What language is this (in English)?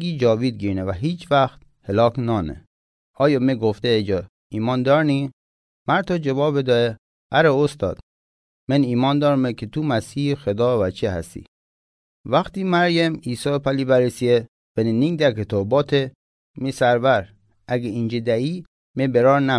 Mazanderani